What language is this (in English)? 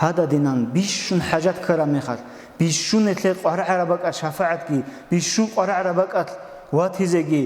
Avaric